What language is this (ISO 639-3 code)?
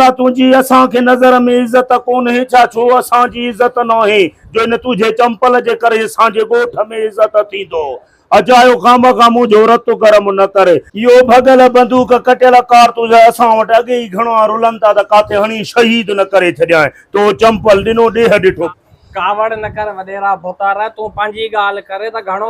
snd